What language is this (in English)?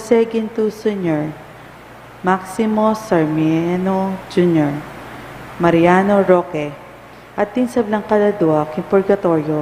Pampanga